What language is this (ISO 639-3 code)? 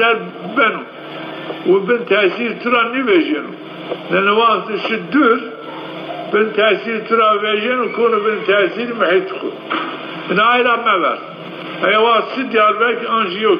zza